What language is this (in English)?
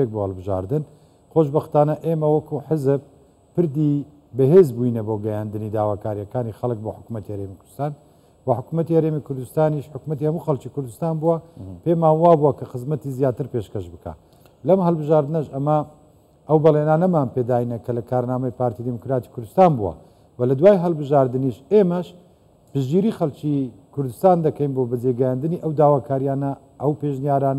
Central Kurdish